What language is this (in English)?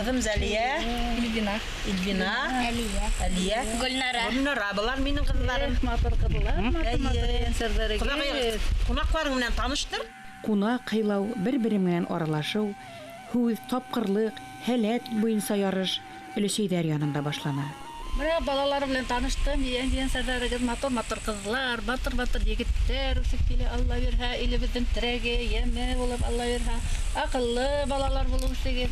Bashkir